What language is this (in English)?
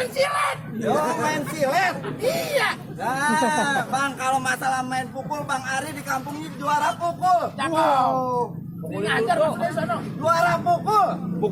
Betawi